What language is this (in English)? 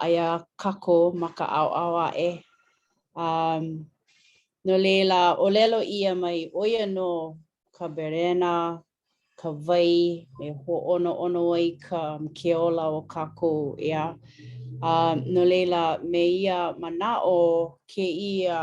Hawaiian